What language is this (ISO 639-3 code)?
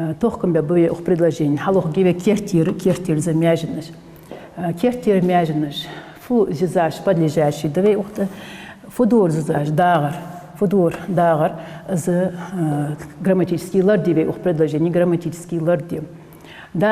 inh